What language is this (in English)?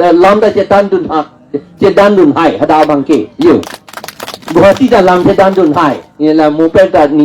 Karbi